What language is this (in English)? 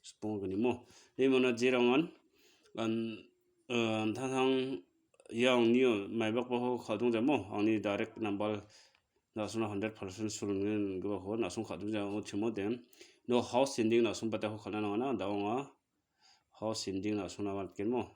Garo